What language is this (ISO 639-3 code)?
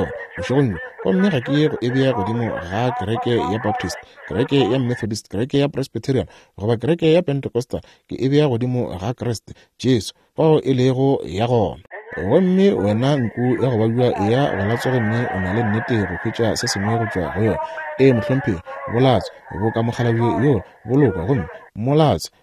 nso